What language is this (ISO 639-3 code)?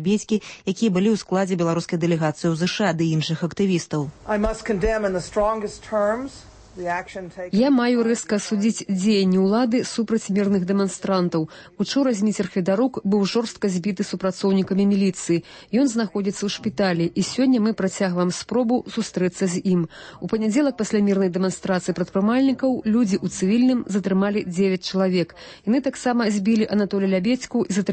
bel